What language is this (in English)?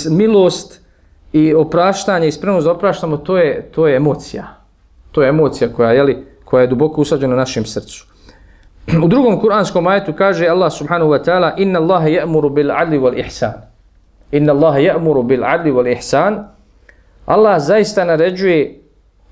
Bosnian